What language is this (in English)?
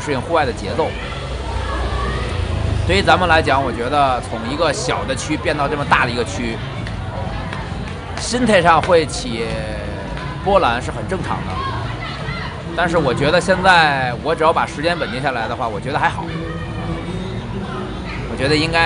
Chinese